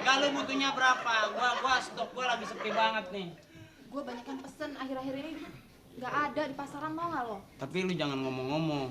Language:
Betawi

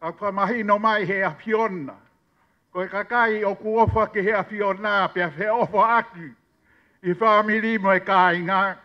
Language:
Tongan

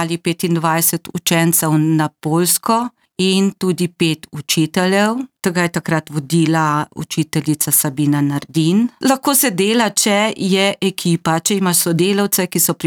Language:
Slovenian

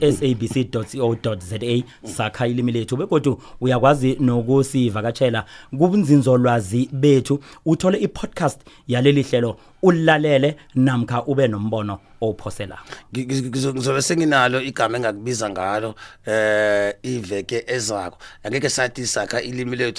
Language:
South Ndebele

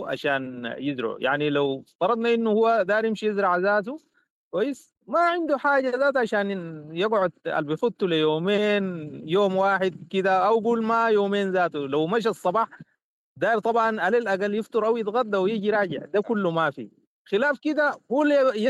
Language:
Sudanese Arabic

